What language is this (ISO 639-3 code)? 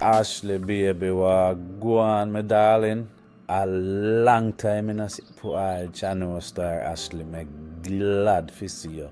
jam